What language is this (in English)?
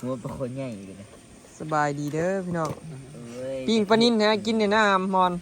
Northeastern Thai